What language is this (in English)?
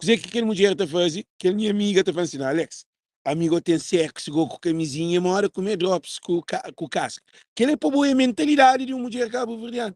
Kabuverdianu